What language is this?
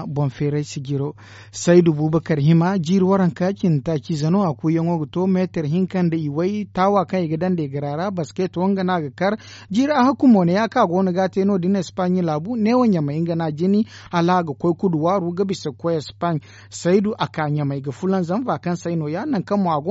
Zarma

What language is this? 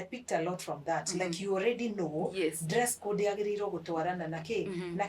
Kikuyu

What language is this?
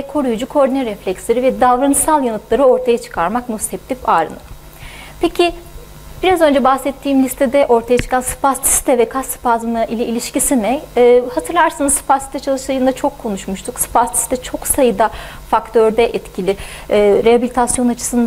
Turkish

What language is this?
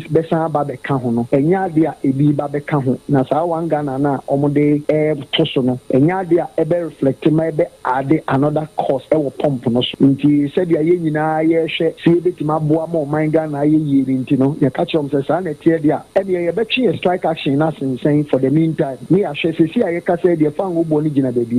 Akan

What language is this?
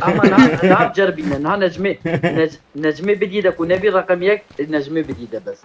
Kurdish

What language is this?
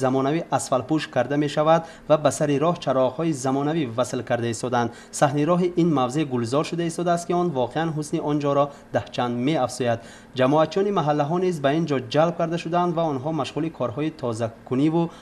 Tajik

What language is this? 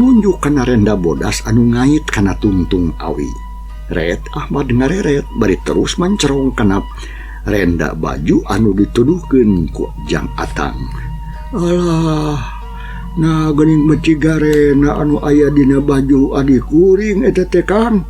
Sundanese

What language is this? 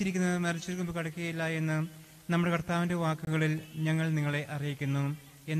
Malayalam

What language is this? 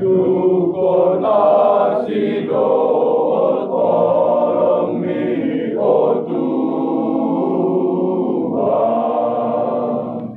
Batak Toba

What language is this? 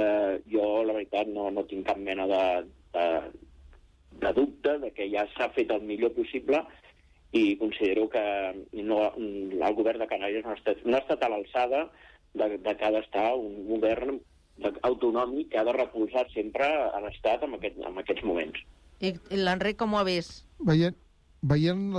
Catalan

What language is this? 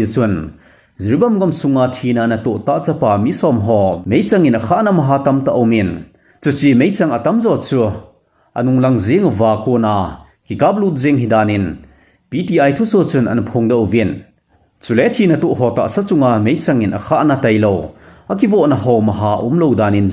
Thado Chin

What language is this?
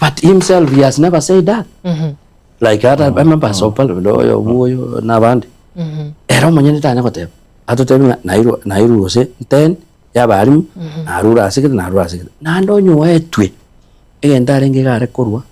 Gusii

